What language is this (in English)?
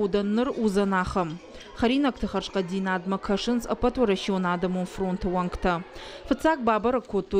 Ossetic